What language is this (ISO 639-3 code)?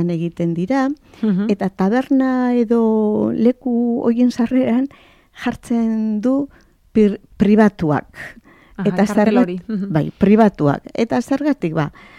eus